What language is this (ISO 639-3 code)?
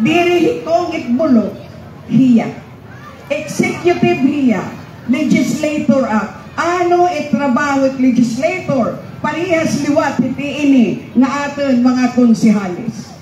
war